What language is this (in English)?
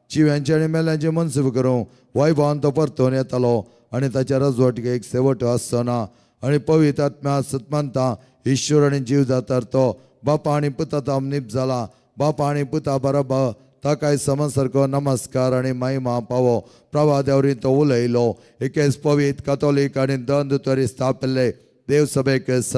Konkani